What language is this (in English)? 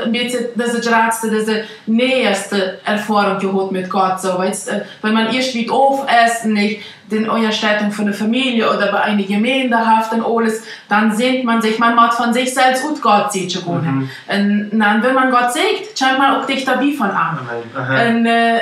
Plautdietsch